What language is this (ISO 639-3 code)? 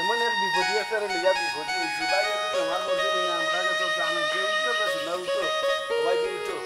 syl